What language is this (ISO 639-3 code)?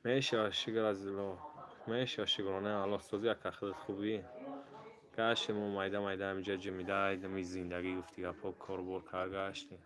tgk